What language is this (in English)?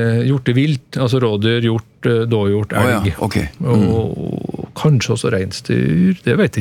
Norwegian